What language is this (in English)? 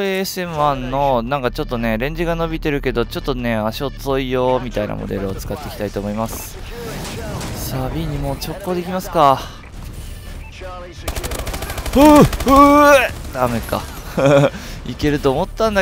Japanese